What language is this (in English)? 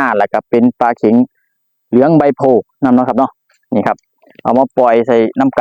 Northeastern Thai